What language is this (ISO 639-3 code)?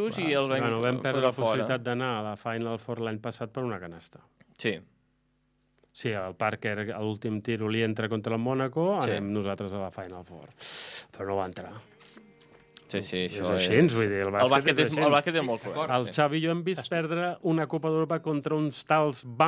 cat